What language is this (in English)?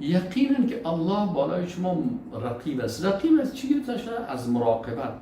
Persian